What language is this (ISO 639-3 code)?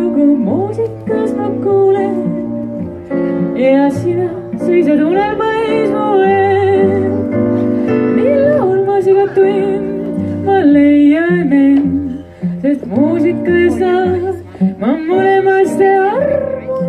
est